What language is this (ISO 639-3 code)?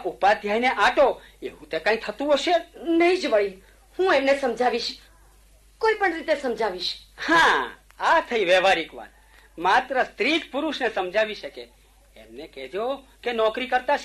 guj